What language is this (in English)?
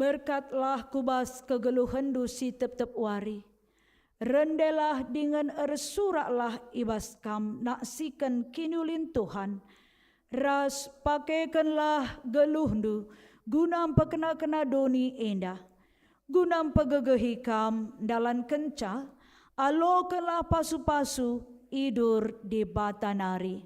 Batak Karo